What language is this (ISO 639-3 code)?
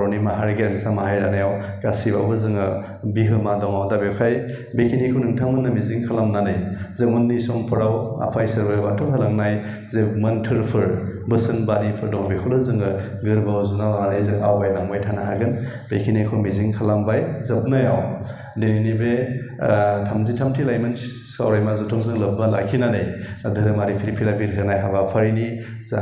brx